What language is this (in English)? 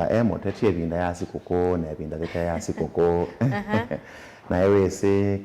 Kamba